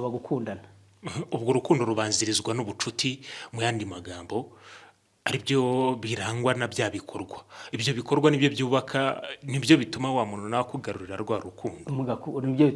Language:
Kinyarwanda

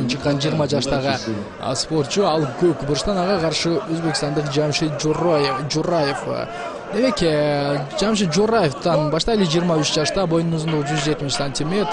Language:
Kyrgyz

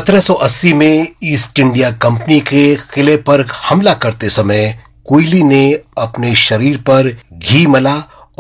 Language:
Hindi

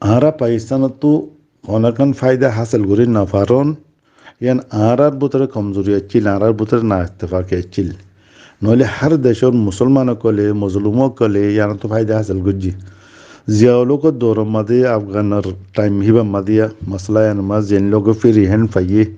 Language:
Rohingya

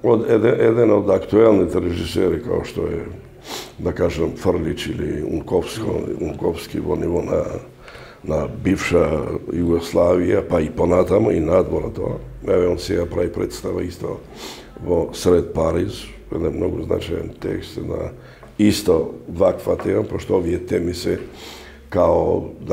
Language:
Macedonian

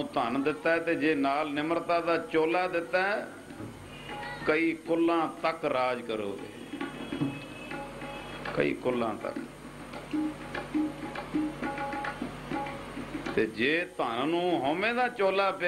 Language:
Punjabi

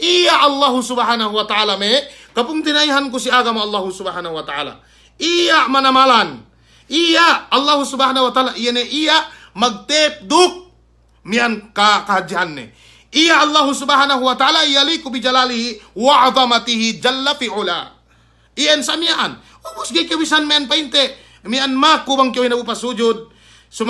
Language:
Yakan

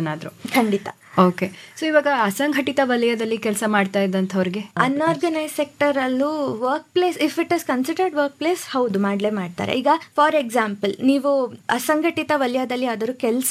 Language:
Kannada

